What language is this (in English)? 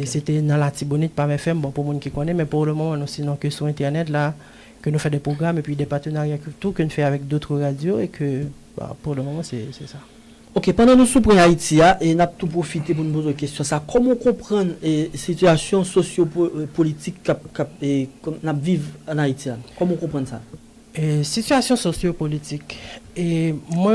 Haitian Creole